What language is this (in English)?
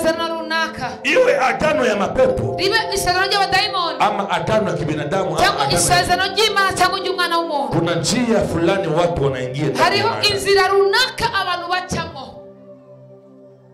Kinyarwanda